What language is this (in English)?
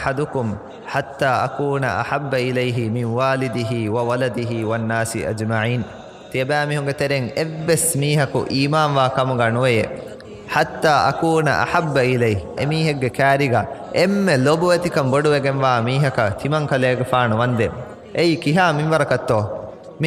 Divehi